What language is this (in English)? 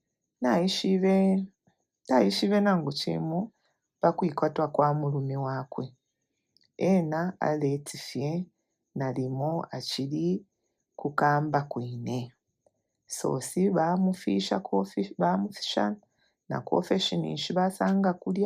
Bemba